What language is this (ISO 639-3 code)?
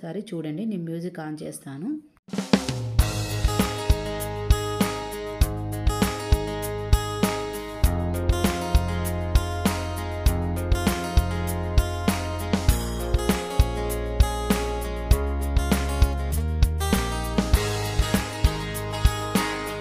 tel